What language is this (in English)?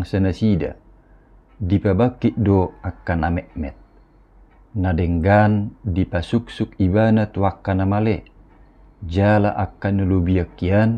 Batak Toba